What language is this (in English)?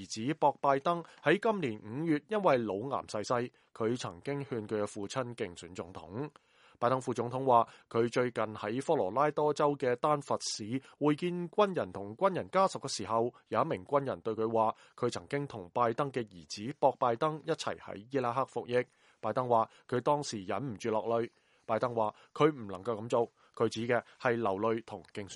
Cantonese